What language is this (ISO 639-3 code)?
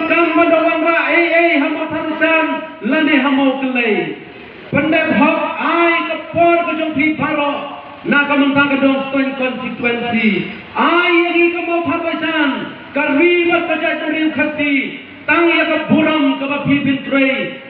kha